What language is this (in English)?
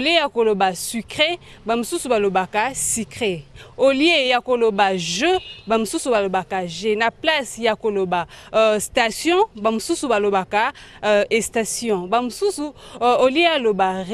Lingala